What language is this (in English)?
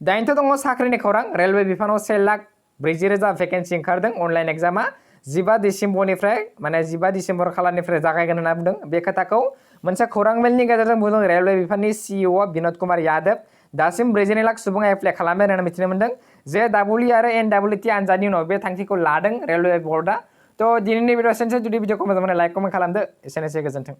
Bodo